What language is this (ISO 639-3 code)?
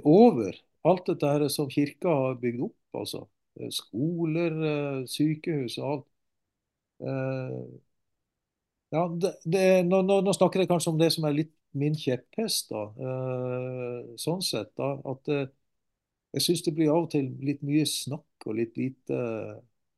nor